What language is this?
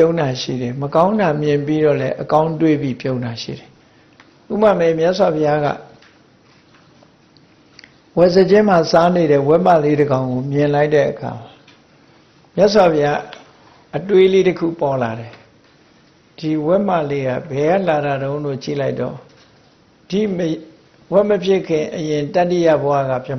Burmese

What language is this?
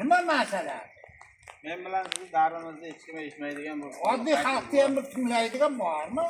Uzbek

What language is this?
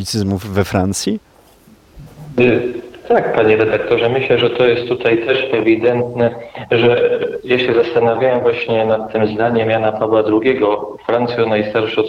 Polish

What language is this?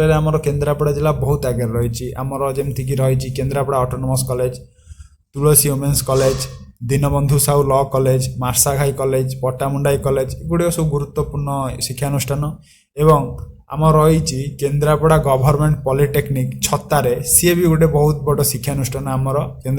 Odia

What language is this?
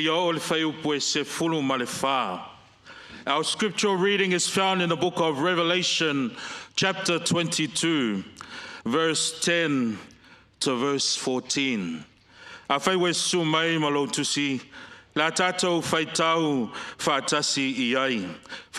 Samoan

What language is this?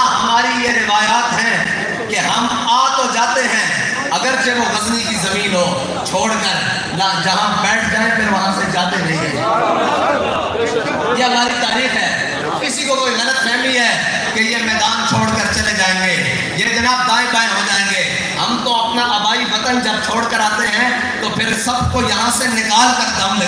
Urdu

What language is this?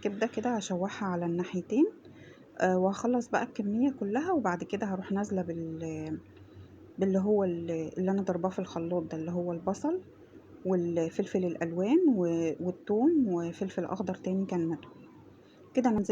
Egyptian Arabic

